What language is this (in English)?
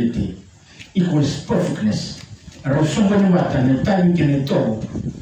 Fijian